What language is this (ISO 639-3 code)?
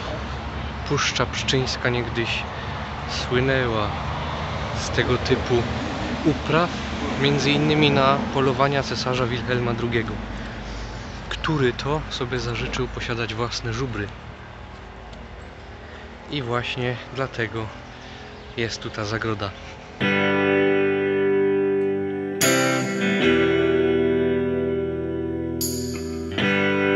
pol